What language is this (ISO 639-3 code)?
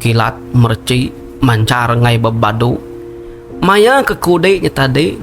iba